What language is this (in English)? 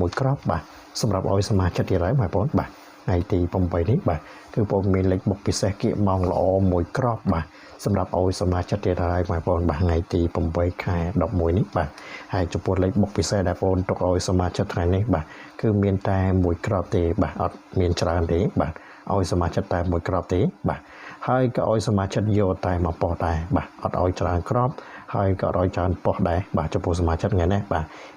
Khmer